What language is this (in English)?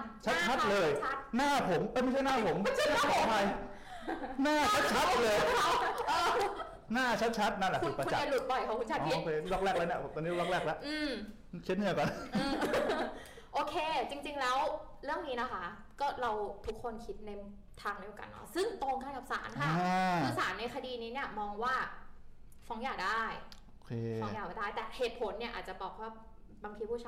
Thai